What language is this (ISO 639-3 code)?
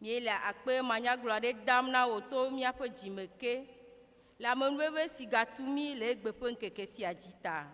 ewe